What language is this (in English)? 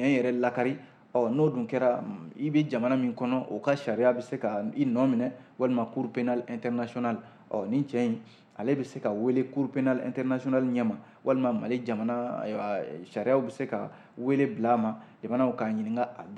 Bambara